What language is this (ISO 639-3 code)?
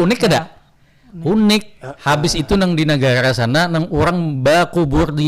bjn